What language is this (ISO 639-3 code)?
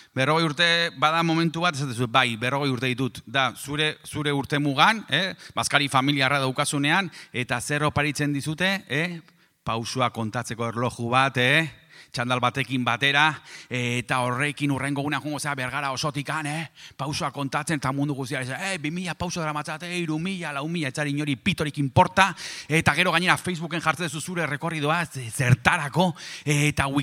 eus